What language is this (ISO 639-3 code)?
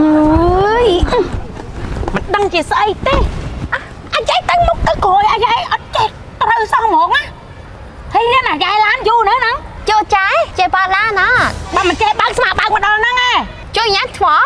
khm